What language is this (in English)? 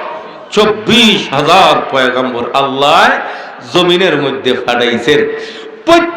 Sylheti